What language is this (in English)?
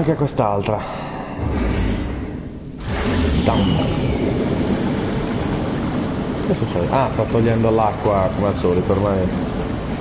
Italian